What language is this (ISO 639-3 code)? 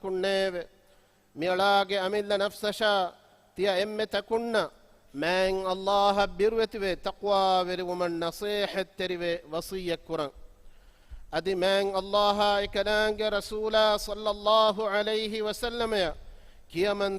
div